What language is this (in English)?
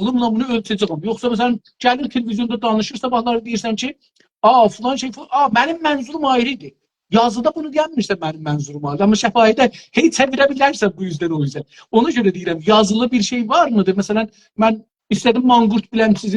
South Azerbaijani